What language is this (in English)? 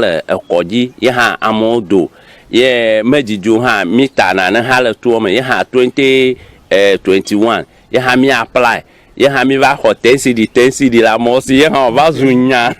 Ewe